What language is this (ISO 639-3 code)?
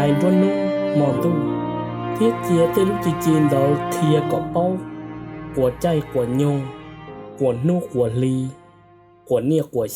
hmn